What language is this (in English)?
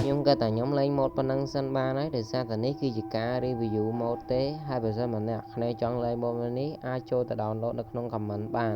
Khmer